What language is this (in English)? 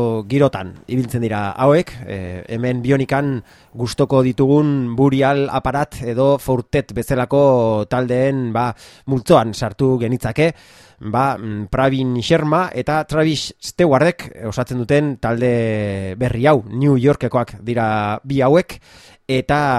Basque